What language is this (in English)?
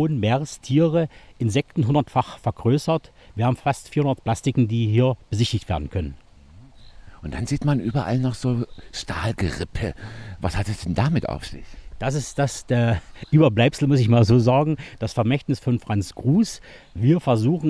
German